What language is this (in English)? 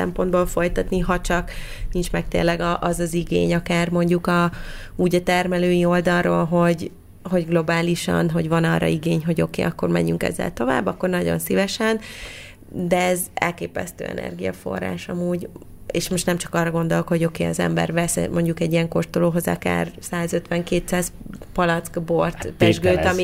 Hungarian